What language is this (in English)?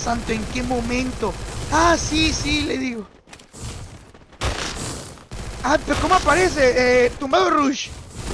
Spanish